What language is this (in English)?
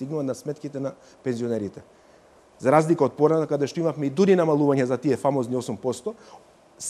Macedonian